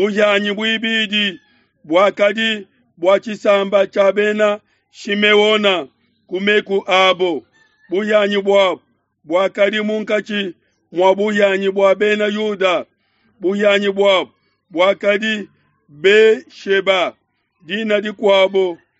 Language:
Luba-Lulua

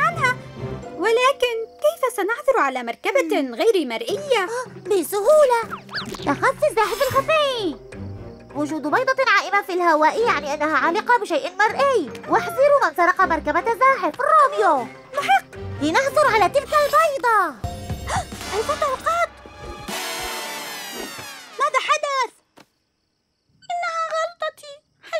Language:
Arabic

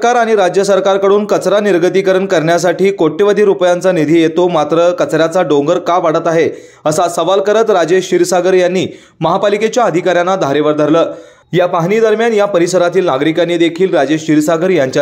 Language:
Marathi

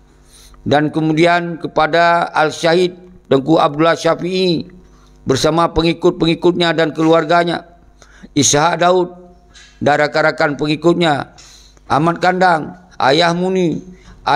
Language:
Achinese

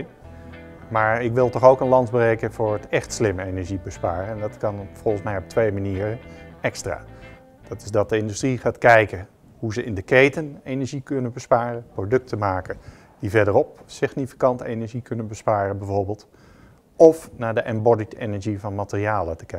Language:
Dutch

